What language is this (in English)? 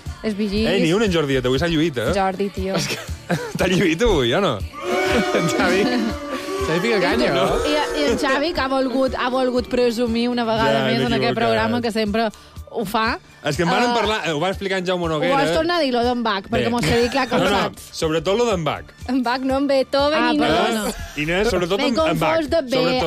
Catalan